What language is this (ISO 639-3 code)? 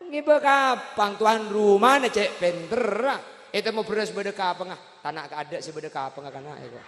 mad